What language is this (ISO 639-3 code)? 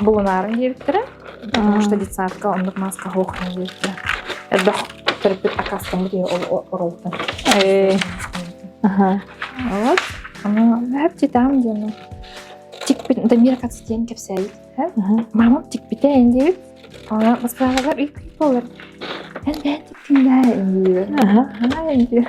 sah